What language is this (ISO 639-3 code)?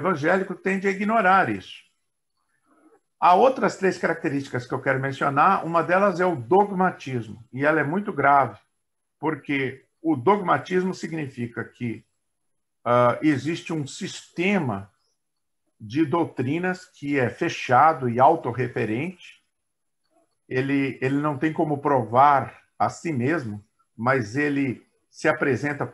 por